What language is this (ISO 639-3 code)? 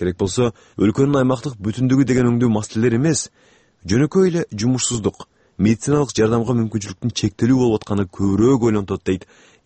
kir